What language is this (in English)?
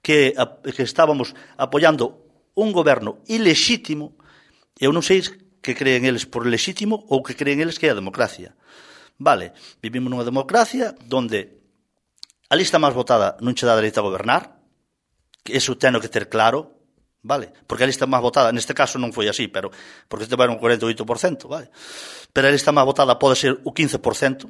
Galician